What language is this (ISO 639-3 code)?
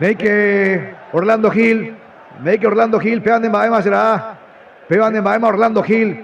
grn